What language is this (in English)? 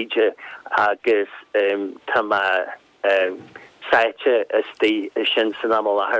Irish